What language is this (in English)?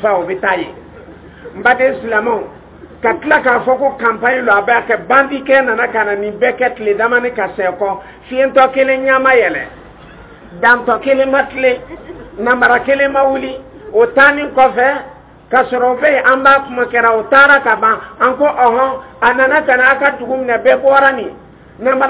Dyula